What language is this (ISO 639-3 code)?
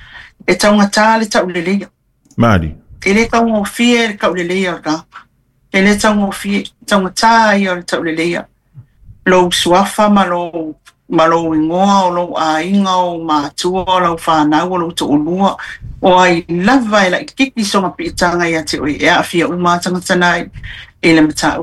smo